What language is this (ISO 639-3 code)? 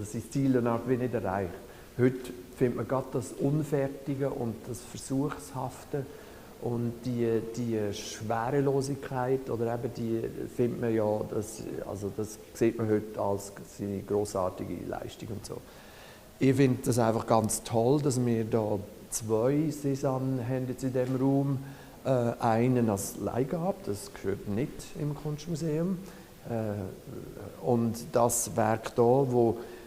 gsw